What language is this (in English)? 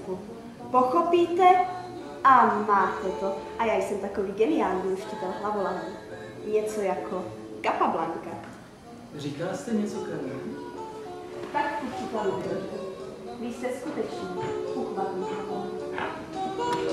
Czech